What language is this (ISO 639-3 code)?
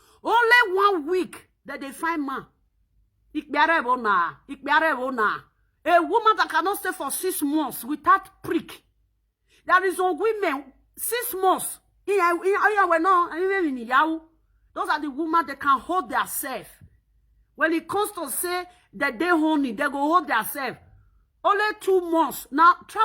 pcm